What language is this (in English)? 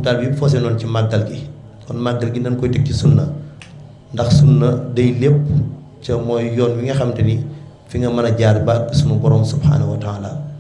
Wolof